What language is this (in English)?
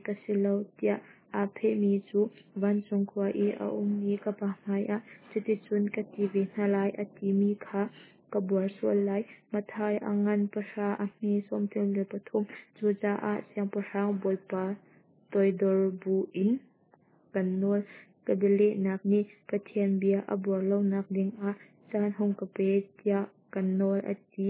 Hakha Chin